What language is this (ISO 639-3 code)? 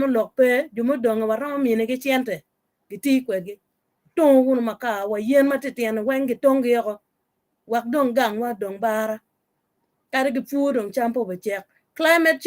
ach